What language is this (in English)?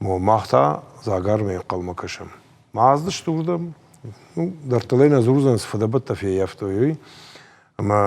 Ossetic